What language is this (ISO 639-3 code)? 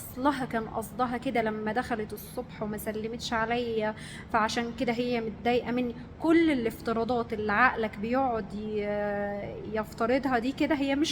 arz